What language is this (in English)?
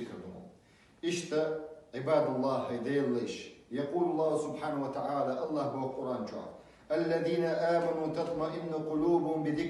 Chechen